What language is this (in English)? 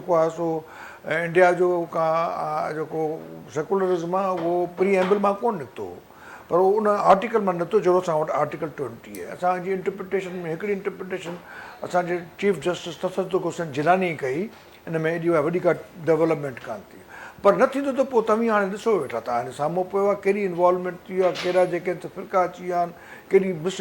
Sindhi